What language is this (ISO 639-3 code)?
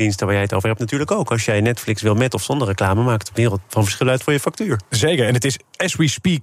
nld